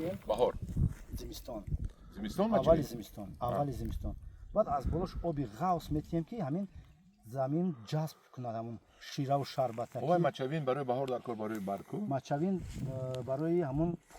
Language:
Tajik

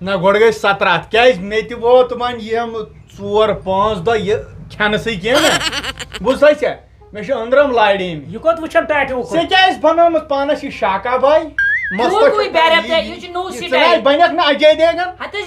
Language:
Kashmiri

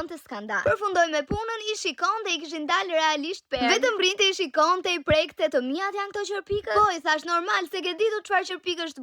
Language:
Albanian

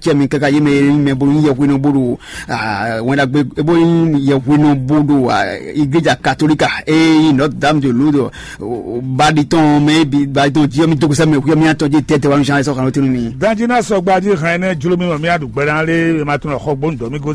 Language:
Fon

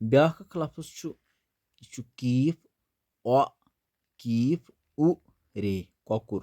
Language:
Kashmiri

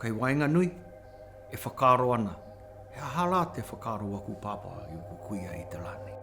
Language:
Māori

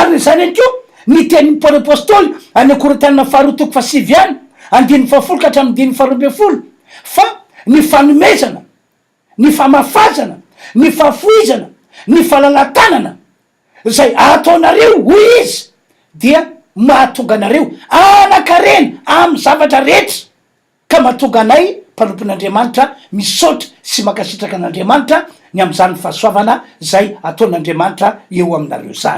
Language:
Malagasy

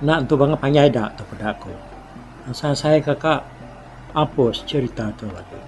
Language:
Iban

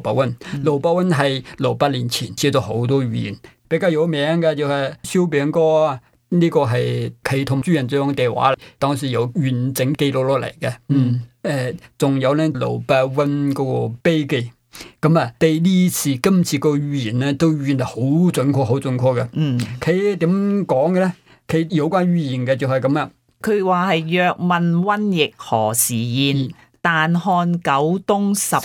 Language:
Cantonese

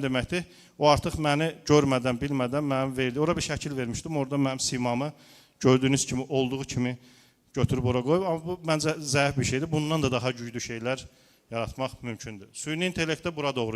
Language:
Azerbaijani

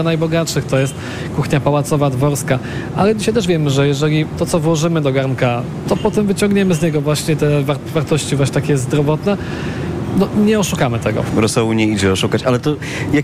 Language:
Polish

